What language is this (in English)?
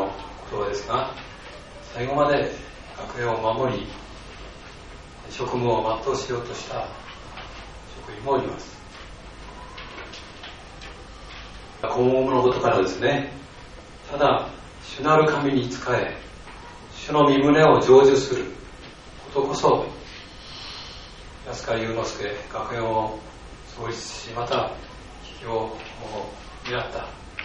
Japanese